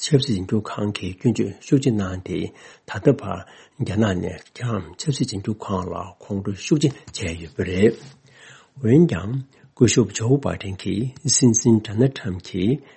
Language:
Tibetan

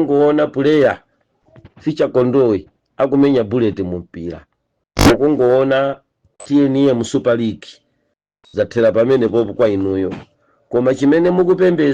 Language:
Nyanja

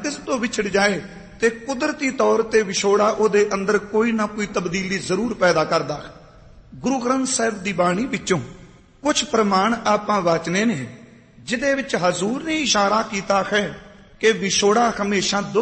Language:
Punjabi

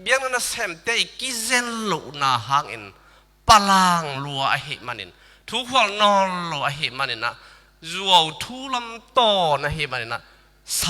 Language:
Tedim Chin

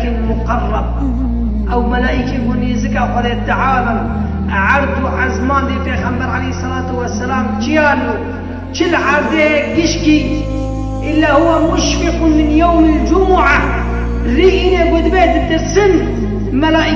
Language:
Kurdish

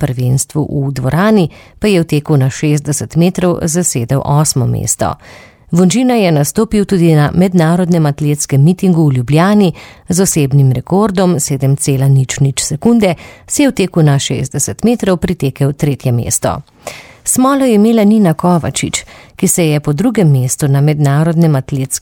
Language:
Slovenian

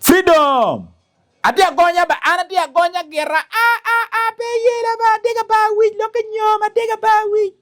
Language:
Acoli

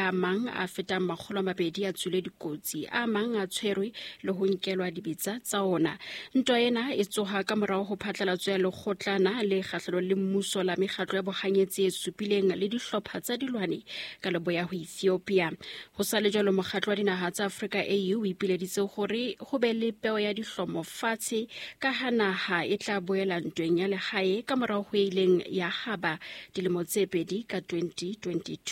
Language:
Southern Sotho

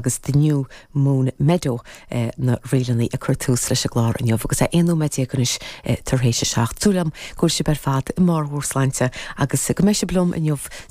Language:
Irish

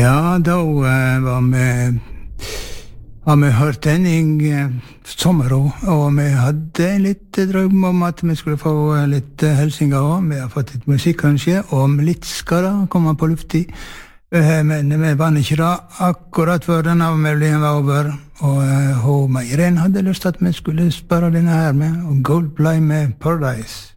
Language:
Norwegian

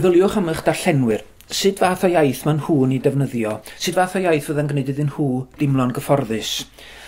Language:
Welsh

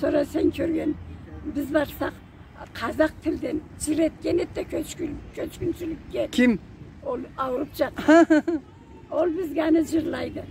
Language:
Karachay-Balkar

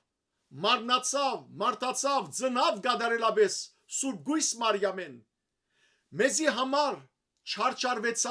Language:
Western Armenian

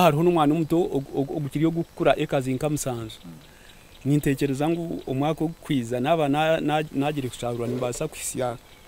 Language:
Nyankole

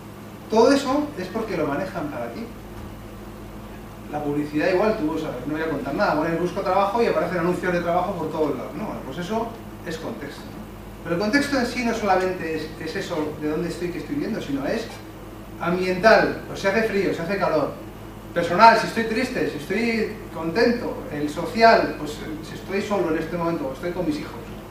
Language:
Spanish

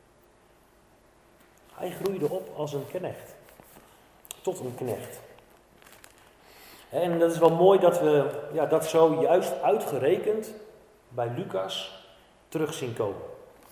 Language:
Dutch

